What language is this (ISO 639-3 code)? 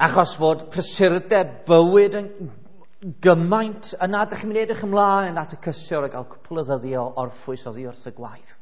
cym